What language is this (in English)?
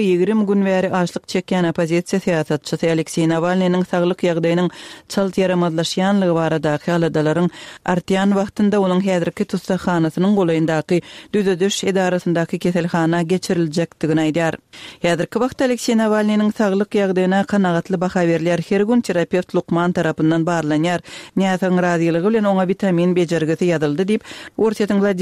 Turkmen